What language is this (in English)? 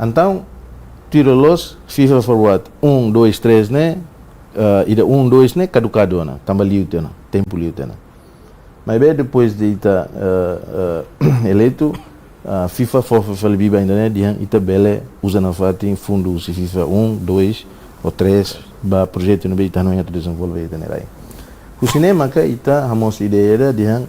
Tetum